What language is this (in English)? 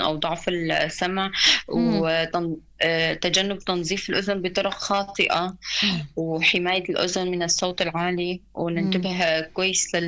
North Levantine Arabic